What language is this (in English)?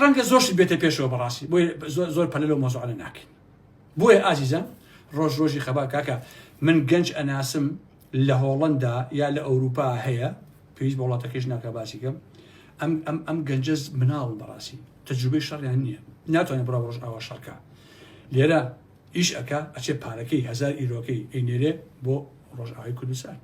Central Kurdish